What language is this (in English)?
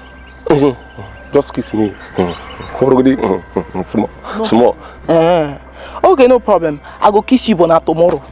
Nigerian Pidgin